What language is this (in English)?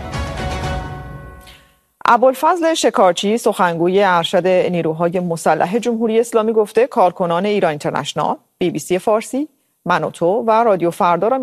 Persian